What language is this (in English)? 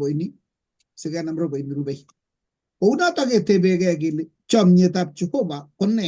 Kalenjin